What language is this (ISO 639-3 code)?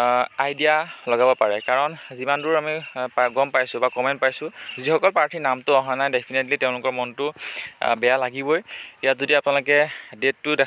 asm